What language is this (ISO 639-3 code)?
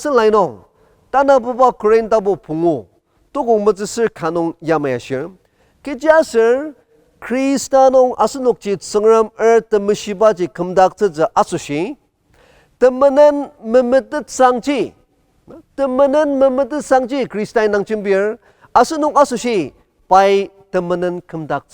njo